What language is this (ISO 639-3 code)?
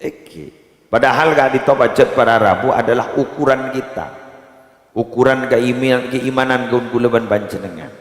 mad